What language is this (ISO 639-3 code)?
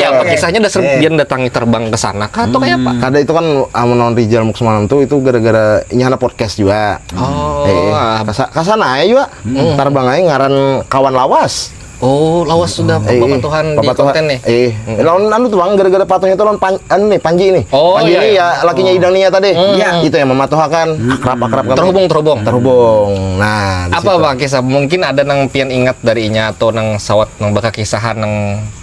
bjn